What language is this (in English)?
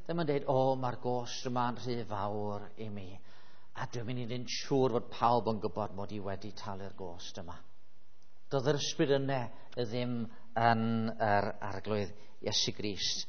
Welsh